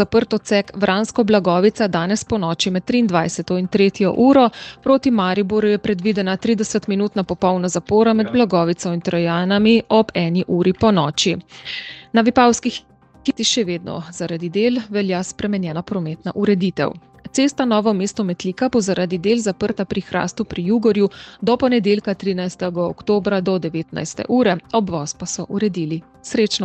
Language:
Slovenian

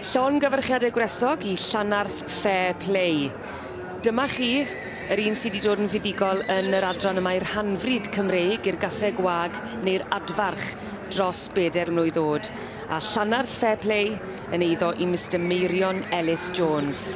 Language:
Welsh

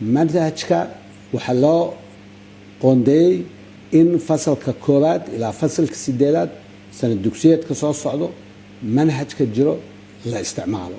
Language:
Somali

